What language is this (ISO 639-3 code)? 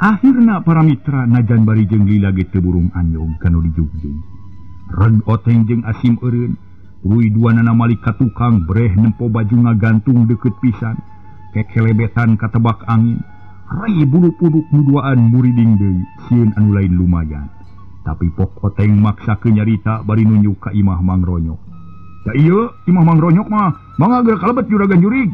sun